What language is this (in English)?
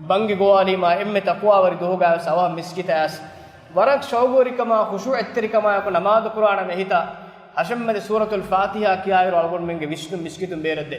Divehi